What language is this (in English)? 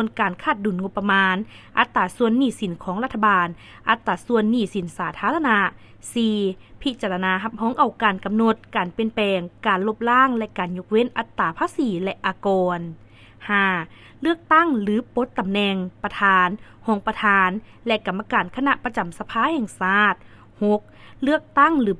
Lao